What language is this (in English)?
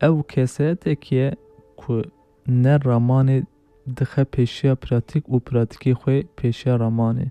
Kurdish